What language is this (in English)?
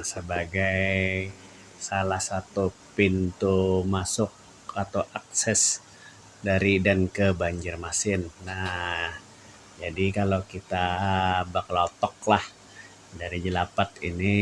Banjar